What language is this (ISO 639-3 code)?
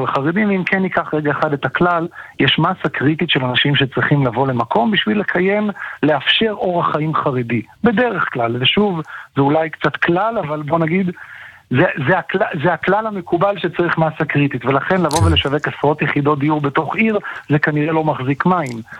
heb